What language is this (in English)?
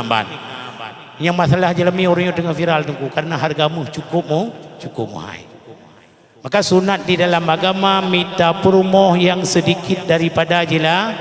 Achinese